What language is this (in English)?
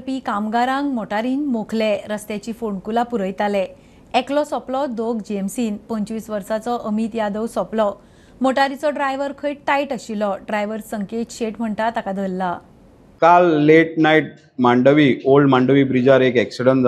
Konkani